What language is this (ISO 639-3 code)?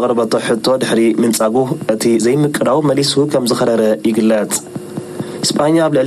tir